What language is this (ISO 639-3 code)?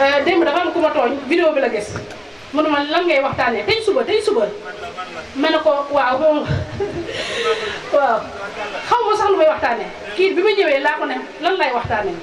wol